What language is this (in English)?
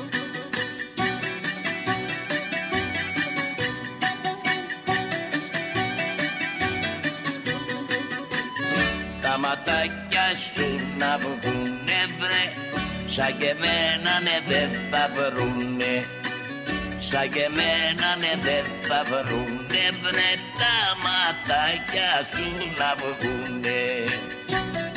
Greek